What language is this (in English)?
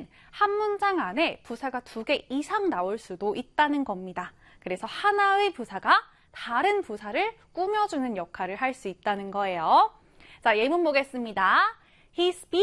Korean